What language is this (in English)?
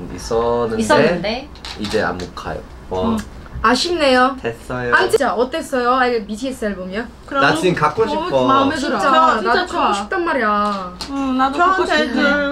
Korean